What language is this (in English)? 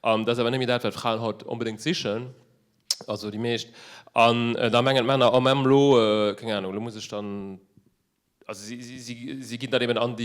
Luxembourgish